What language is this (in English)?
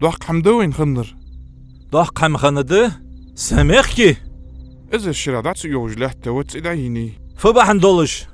Ingush